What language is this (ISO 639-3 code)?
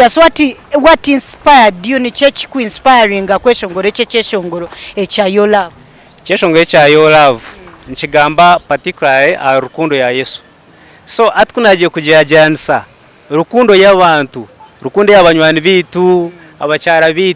nyn